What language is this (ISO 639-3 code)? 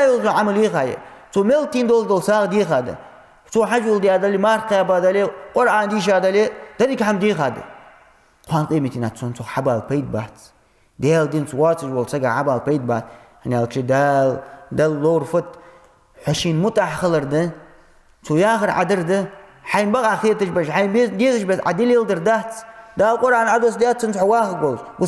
inh